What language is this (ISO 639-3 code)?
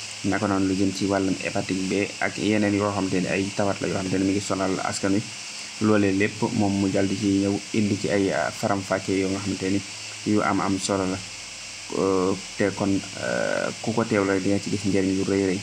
wol